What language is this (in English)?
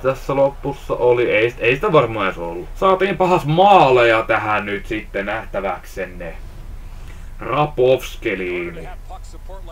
Finnish